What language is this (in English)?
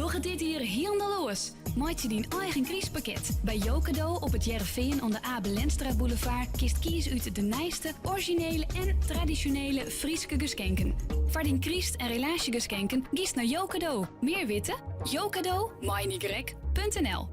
Western Frisian